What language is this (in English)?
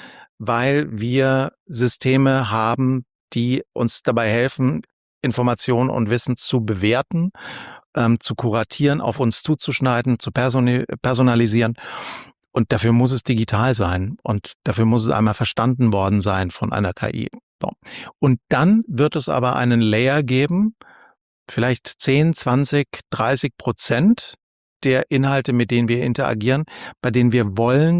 German